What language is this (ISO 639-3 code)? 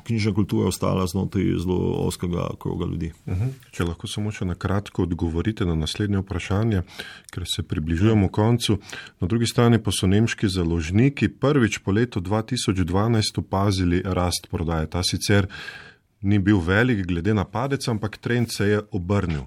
slv